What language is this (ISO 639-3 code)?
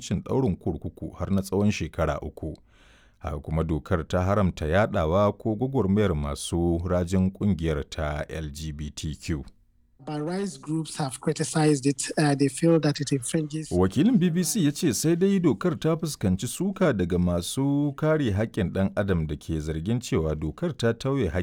hau